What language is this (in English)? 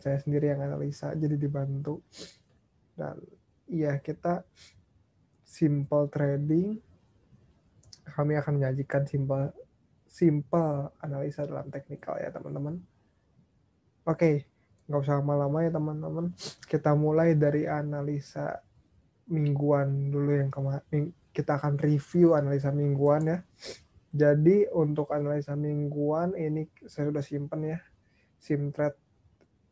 Indonesian